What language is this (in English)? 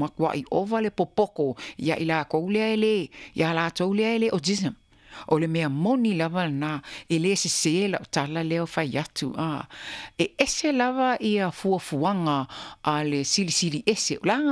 Samoan